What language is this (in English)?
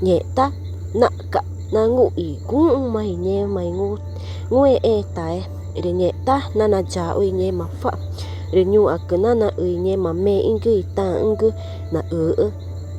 Ticuna